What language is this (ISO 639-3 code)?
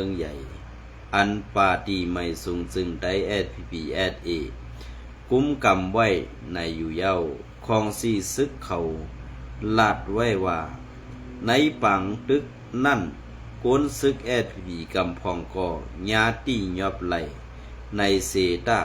shn